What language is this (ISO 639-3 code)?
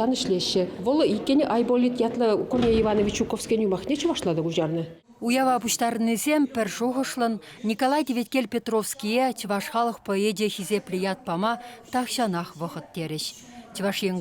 chv